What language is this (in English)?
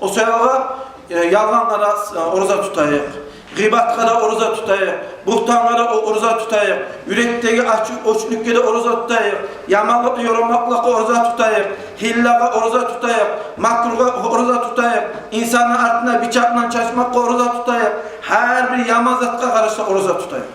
Kumyk